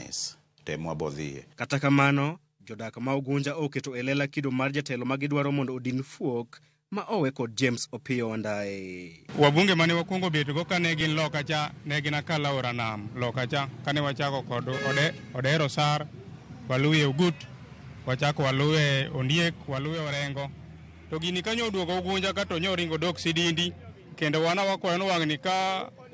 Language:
Luo (Kenya and Tanzania)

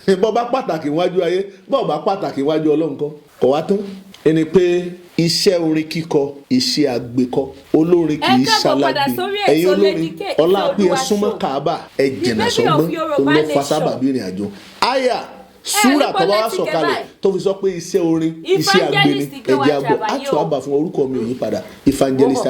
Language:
Yoruba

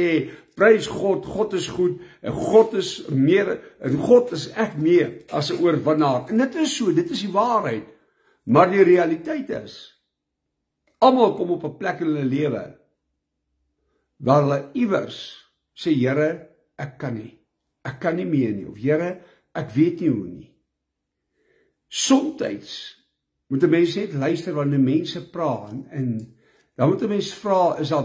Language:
Afrikaans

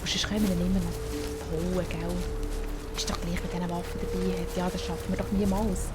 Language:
Swiss German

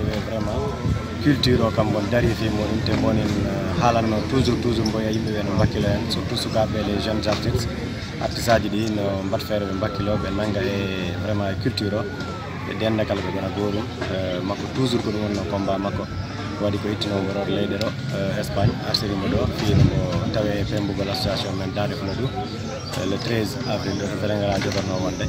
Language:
Fula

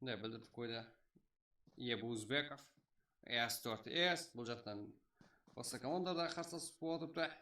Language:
Kara-Kalpak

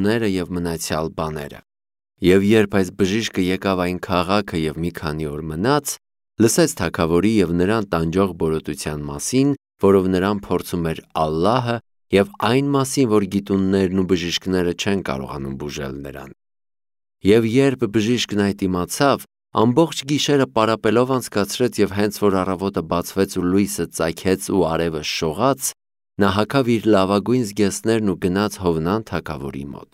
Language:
Armenian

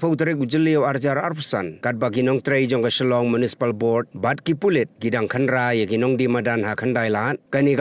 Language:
Khasi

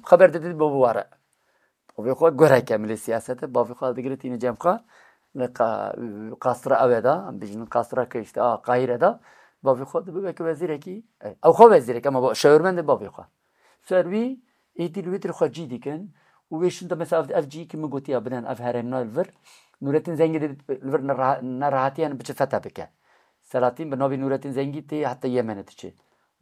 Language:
Kurdish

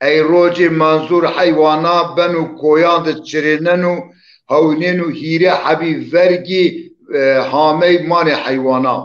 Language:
Zaza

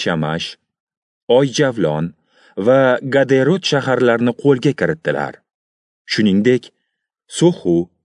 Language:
Uzbek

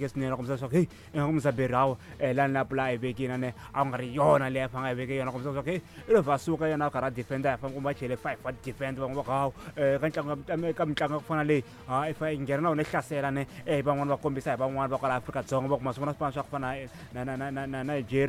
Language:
Tsonga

